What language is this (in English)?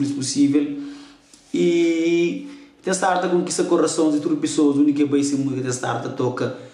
Kabuverdianu